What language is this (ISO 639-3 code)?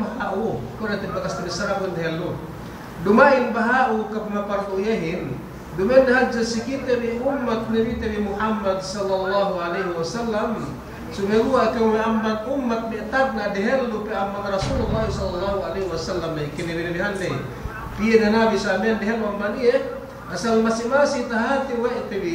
yka